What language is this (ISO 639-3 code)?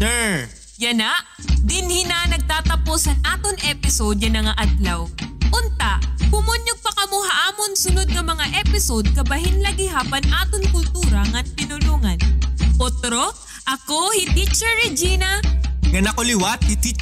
war